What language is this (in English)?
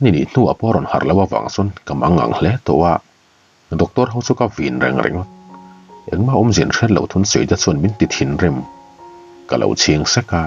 Mizo